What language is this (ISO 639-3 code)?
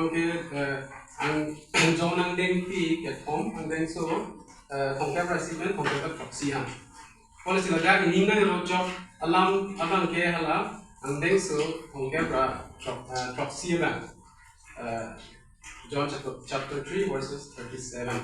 mjw